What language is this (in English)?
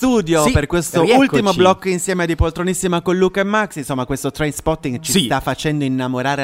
Italian